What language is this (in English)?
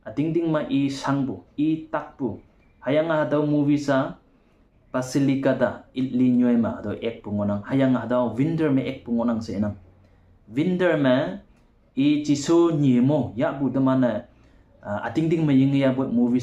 Konyak Naga